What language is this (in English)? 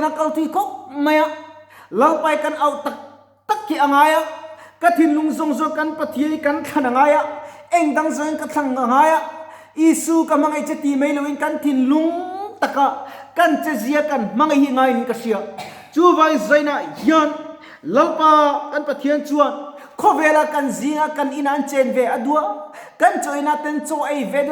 Mizo